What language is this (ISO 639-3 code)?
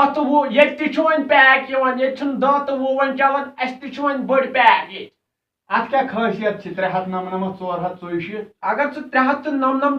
kas